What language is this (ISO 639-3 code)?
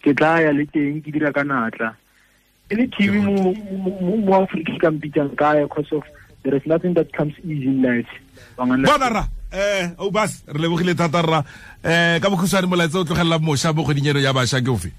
tsn